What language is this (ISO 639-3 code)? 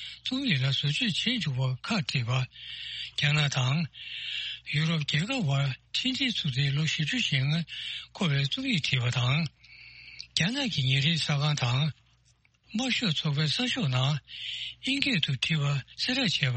bod